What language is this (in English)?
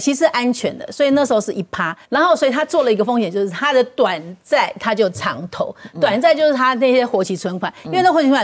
Chinese